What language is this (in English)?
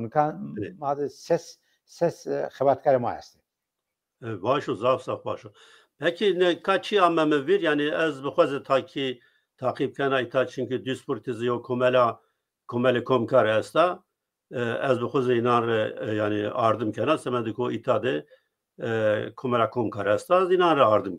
Zaza